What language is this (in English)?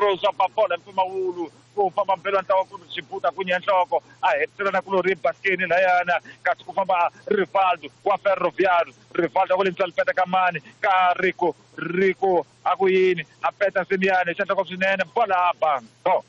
Tsonga